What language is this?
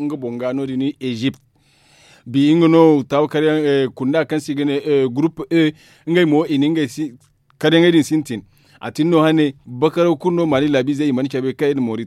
Zarma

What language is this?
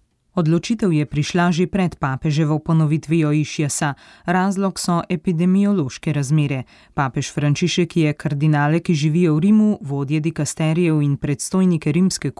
Slovenian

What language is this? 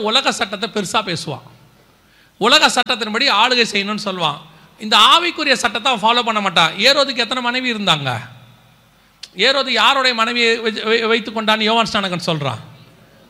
Tamil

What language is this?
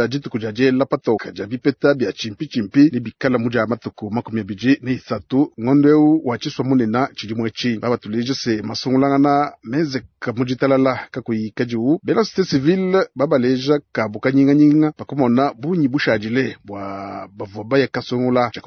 Luba-Lulua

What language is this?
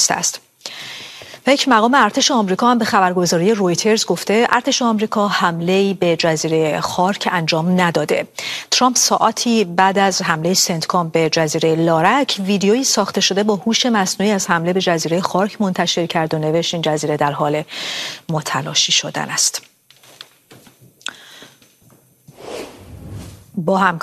Persian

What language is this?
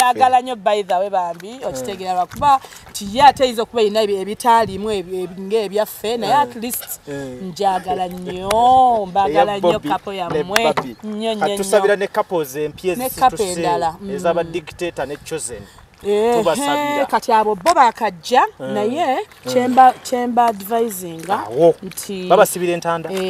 Ganda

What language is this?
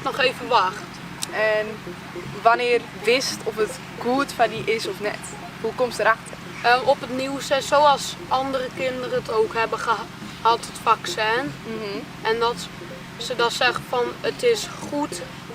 Western Frisian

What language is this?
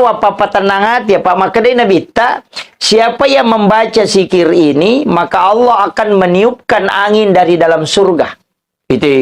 Buginese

